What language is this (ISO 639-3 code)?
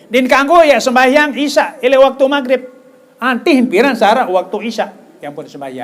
sas